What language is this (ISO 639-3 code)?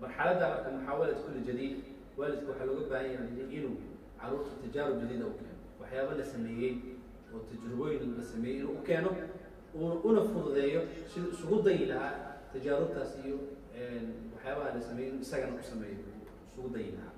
som